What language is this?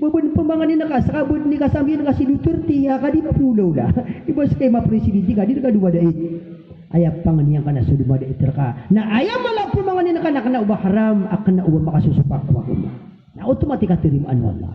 Maranao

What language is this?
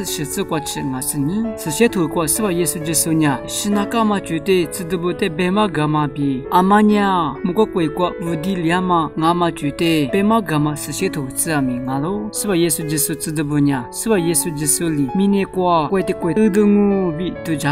Lisu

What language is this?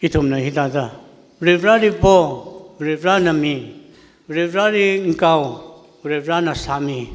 Tangkhul Naga (India)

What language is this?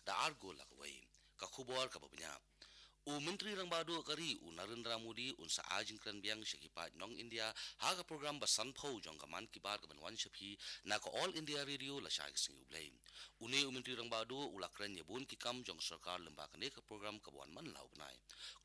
Khasi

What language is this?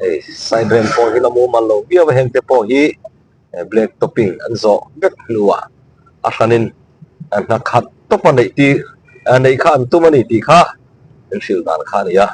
Mizo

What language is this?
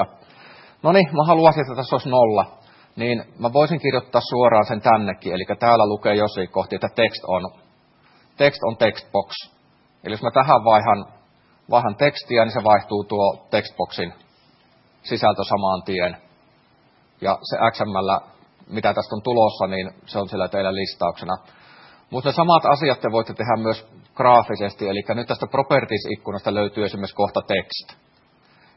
Finnish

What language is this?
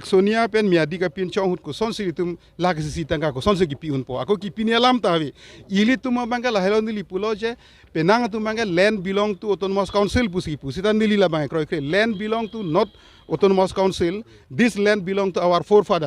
Karbi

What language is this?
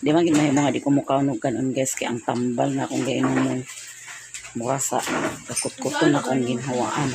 Cebuano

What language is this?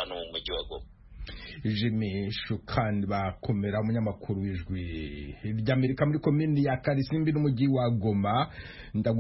Kinyarwanda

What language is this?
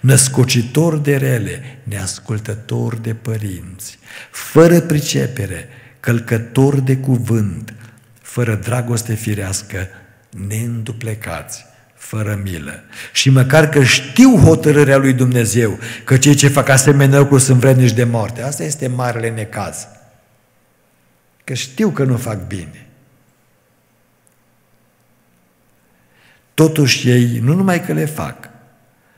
Romanian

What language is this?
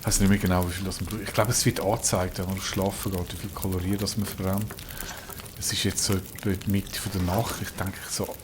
Swiss German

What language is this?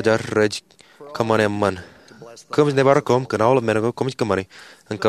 Marshallese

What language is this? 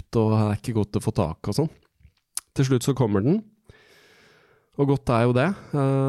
Norwegian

